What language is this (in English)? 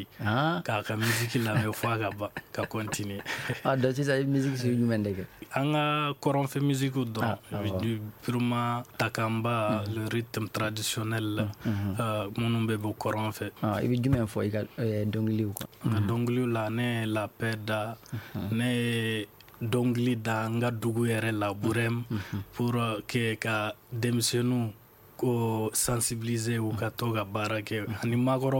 Bambara